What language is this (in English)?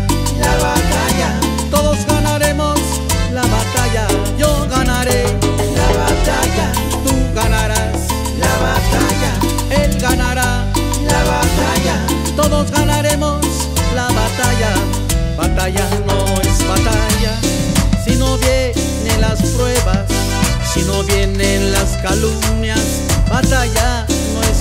Spanish